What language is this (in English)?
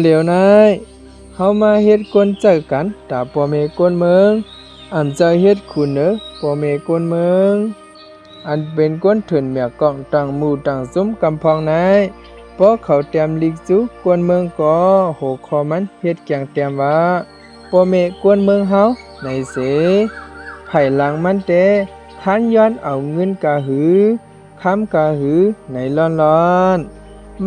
Shan